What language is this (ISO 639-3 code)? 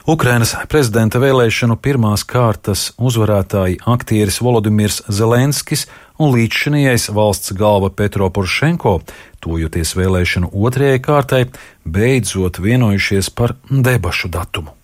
lav